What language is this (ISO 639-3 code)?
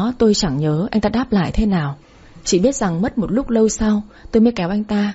vie